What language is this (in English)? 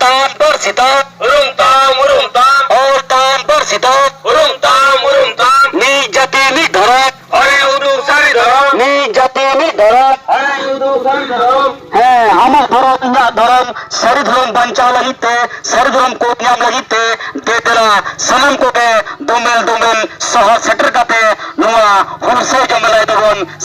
Santali